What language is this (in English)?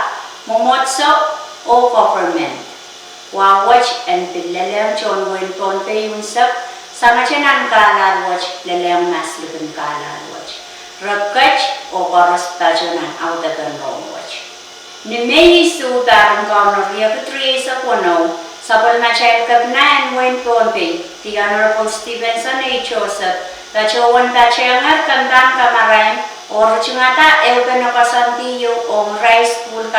Pohnpeian